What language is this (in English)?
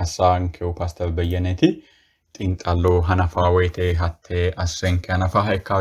Sidamo